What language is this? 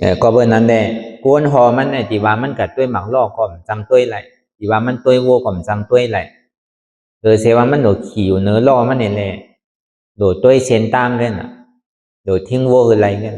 Shan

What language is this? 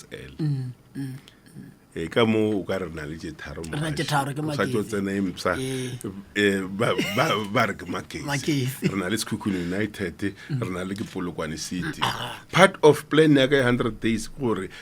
Northern Sotho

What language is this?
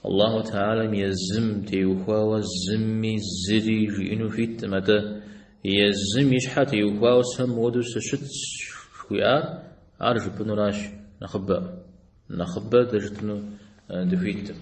Kabardian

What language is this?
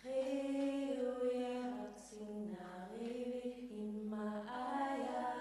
Inuktitut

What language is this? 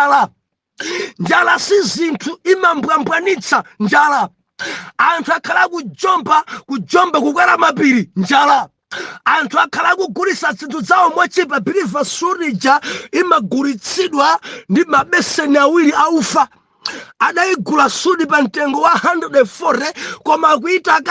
Nyanja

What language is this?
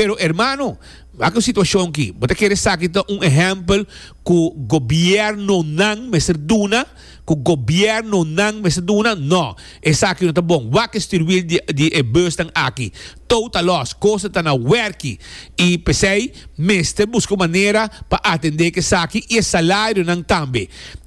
Papiamento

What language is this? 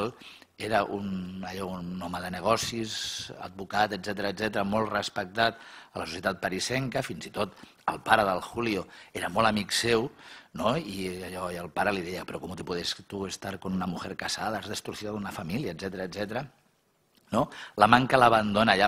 Catalan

